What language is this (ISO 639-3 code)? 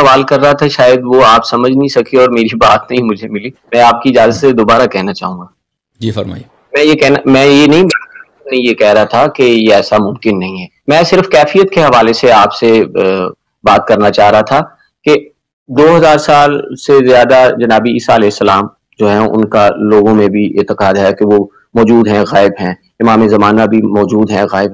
urd